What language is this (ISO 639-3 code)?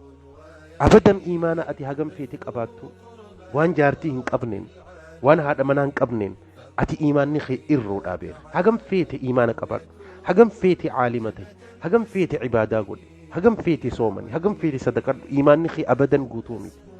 orm